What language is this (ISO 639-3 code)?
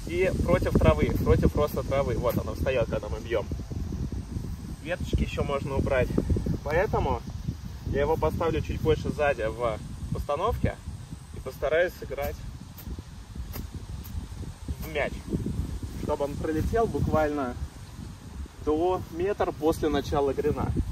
rus